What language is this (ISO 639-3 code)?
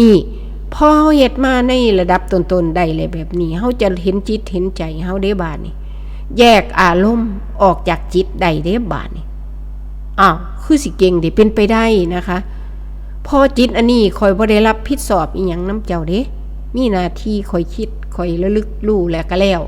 tts